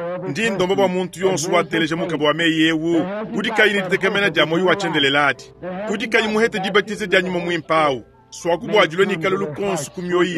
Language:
Luba-Lulua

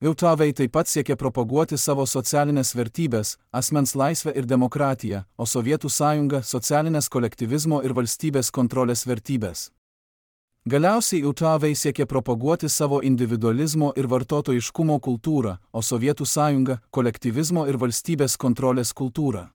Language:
Lithuanian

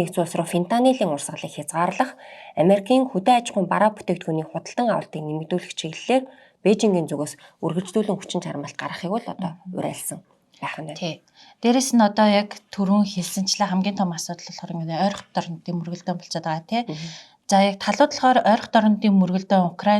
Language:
Mongolian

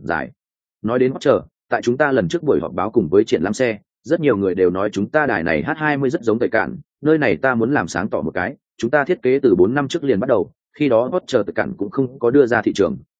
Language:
Vietnamese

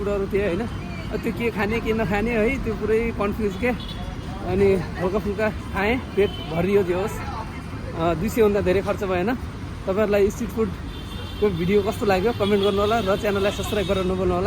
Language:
Nepali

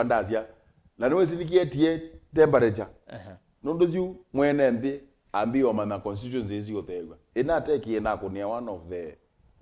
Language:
Kamba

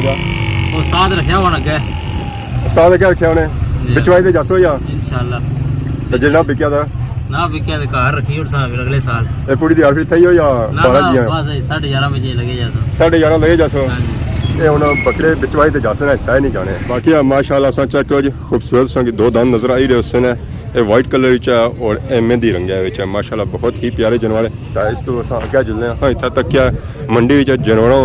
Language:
Pahari-Potwari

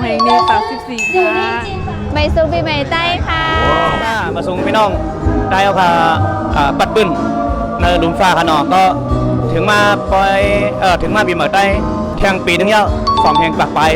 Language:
Shan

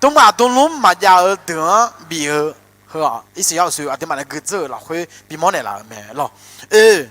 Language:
Akha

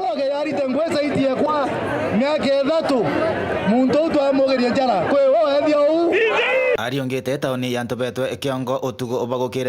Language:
Meru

